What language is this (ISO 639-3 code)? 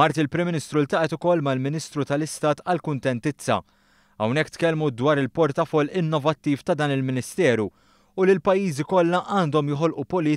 mlt